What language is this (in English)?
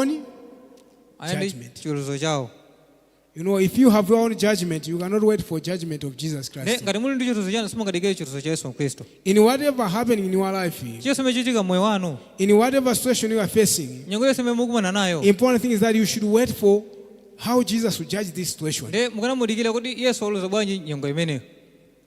Nyanja